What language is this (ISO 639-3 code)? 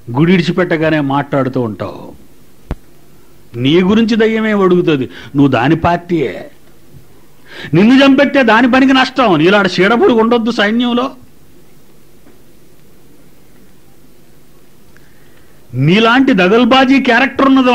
tel